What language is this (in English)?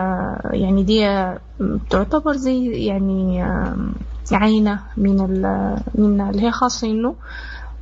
Sudanese Arabic